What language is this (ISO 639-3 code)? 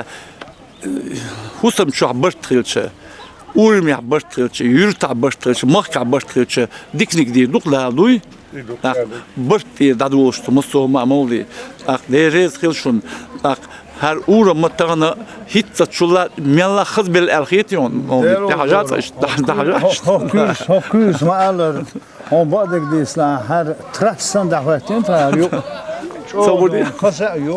che